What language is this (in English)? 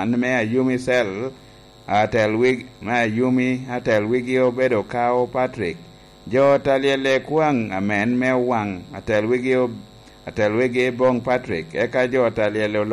Lango (Uganda)